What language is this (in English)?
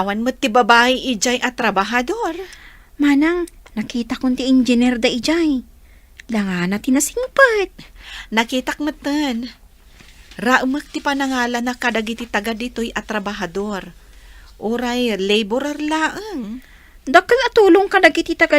Iloko